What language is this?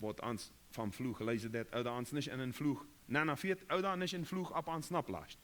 Plautdietsch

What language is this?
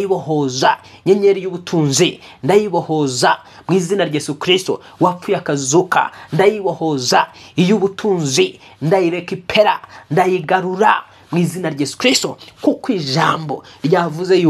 Kinyarwanda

